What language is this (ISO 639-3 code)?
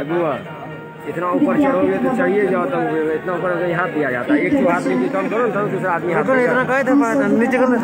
mai